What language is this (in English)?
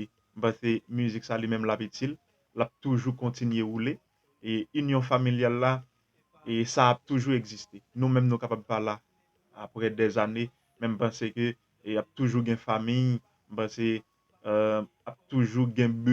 Haitian Creole